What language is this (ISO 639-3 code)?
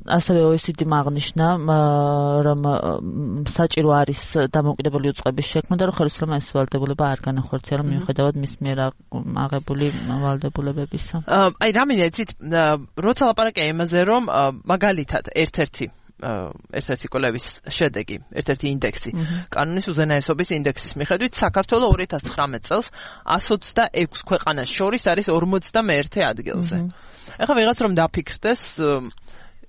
kat